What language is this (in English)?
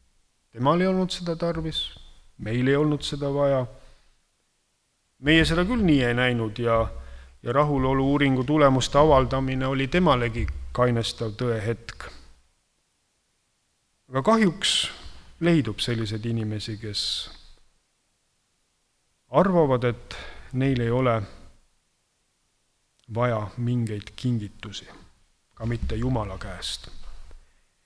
Estonian